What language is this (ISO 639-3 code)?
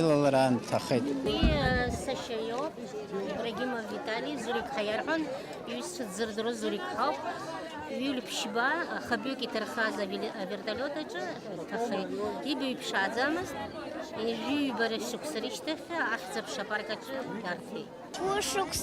abk